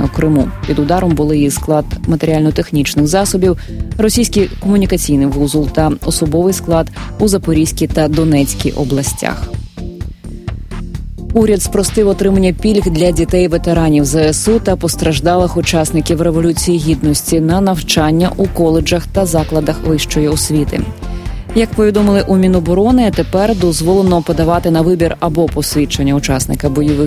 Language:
Ukrainian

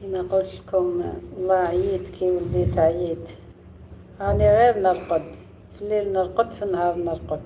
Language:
Algerian Arabic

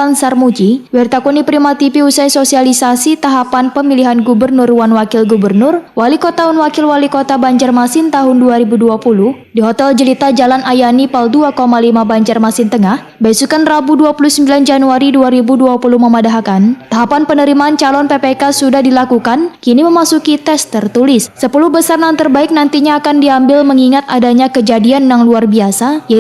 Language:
Banjar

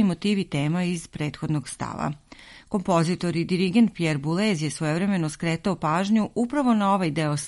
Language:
Serbian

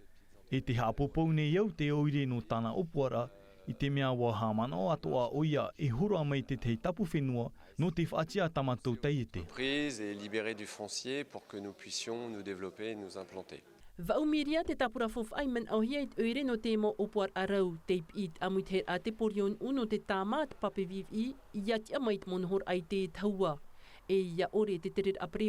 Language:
Tahitian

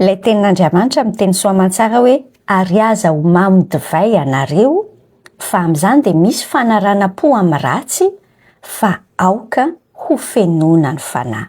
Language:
Malagasy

